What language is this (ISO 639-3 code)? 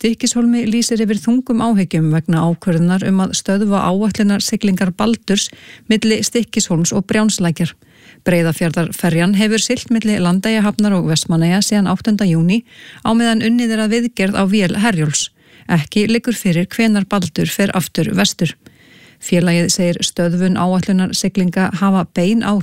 isl